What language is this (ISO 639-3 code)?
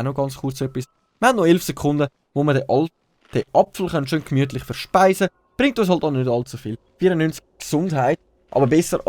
gsw